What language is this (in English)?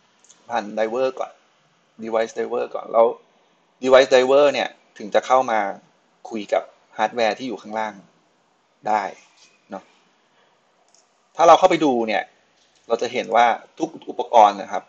Thai